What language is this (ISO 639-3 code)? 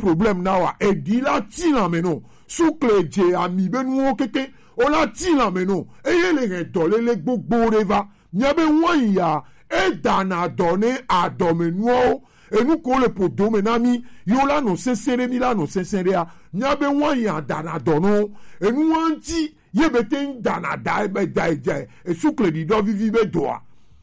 gej